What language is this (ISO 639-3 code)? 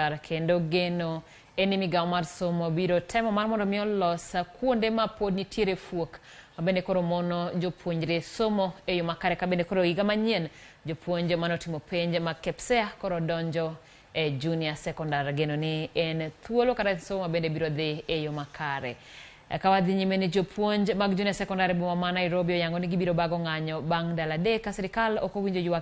luo